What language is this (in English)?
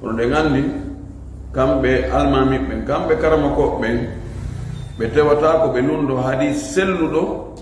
Fula